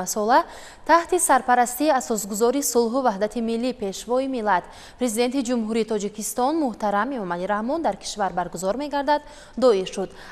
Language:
Tajik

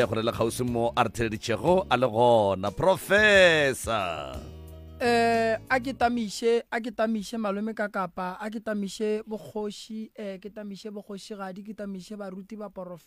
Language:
Northern Sotho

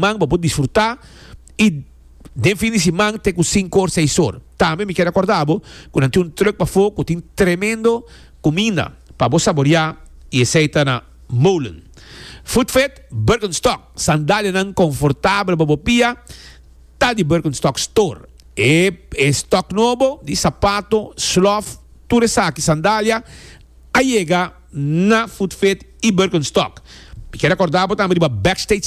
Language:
Papiamento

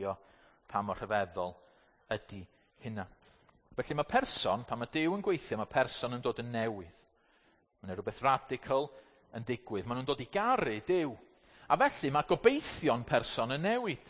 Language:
Welsh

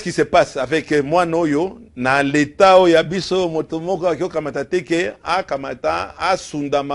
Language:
Lingala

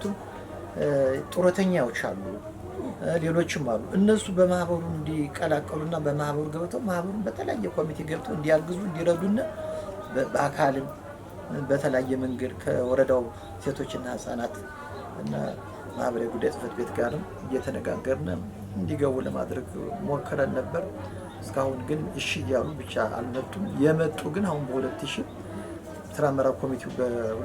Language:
Amharic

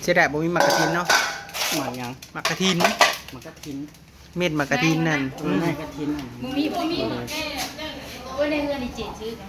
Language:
Northeastern Thai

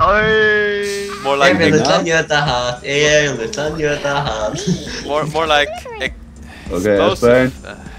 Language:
Faroese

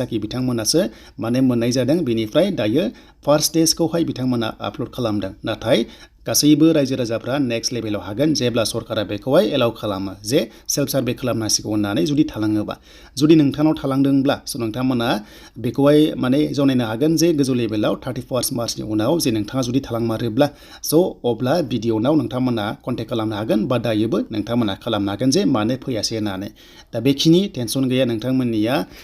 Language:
Bodo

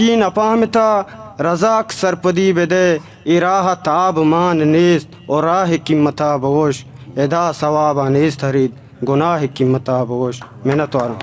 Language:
Eastern Balochi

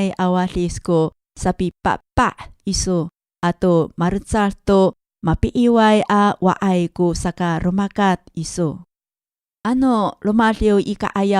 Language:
Amis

